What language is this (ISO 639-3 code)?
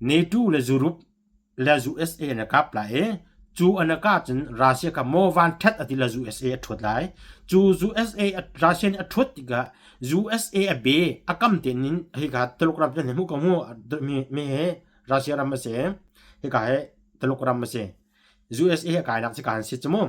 cnh